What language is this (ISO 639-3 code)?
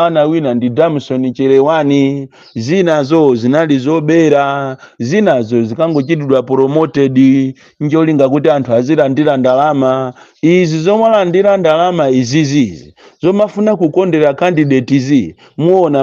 nya